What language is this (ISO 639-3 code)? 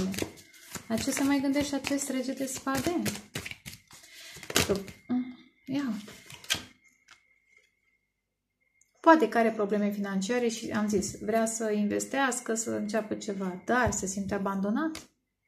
ron